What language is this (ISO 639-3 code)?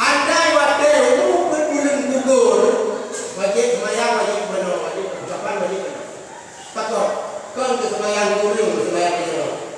ace